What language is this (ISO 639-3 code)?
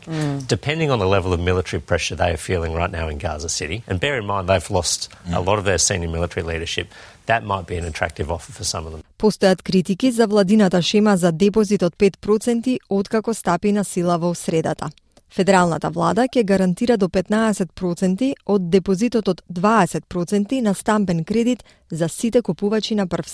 mkd